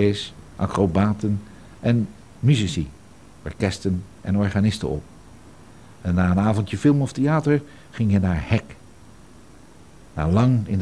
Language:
Dutch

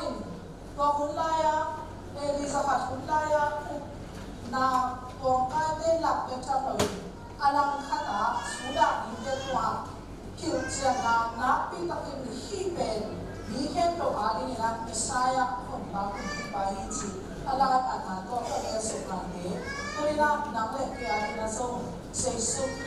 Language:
Tedim Chin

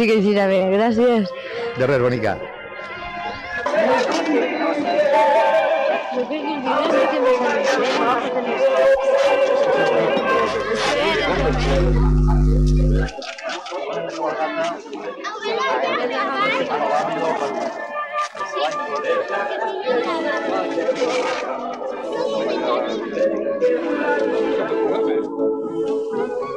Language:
Catalan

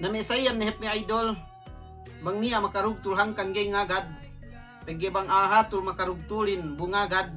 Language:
Yakan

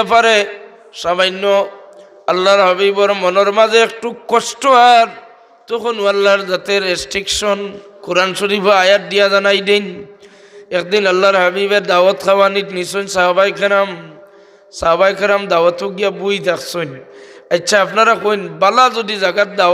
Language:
Sylheti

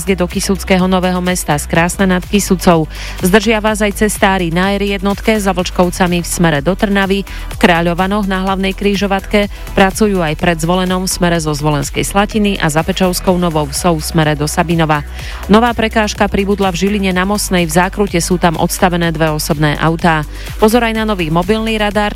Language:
Slovak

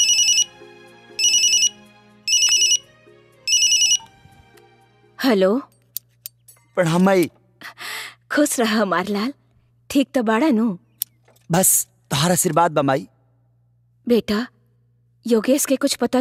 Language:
Bhojpuri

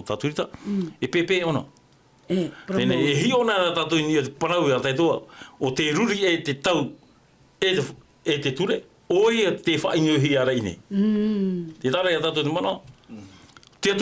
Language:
Tahitian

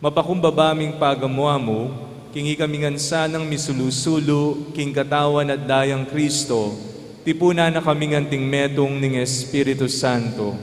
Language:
Pampanga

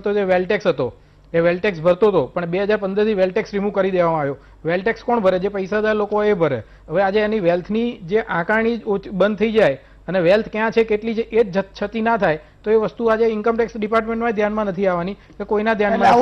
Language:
Gujarati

